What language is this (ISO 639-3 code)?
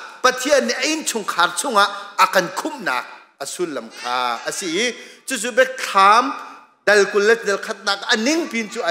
cnh